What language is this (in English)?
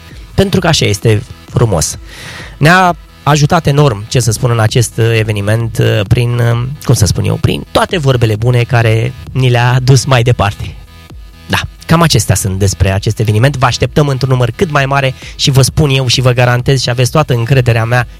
Romanian